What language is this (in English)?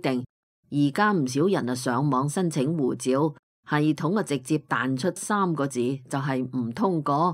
Cantonese